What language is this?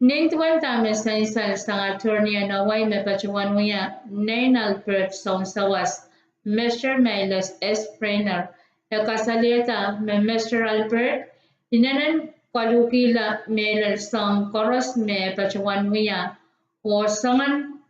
Pohnpeian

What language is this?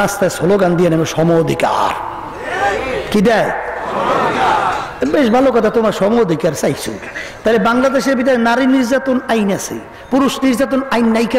Bangla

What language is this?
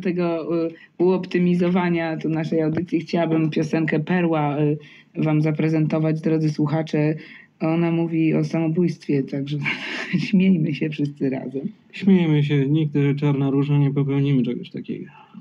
Polish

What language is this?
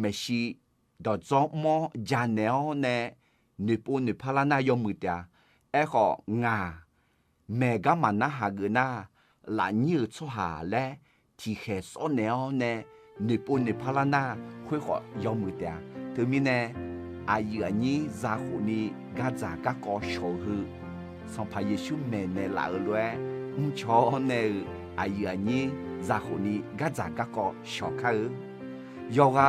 Akha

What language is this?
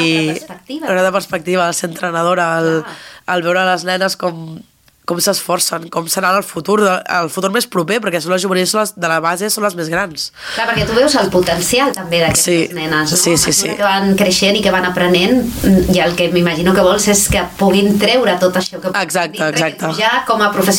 Catalan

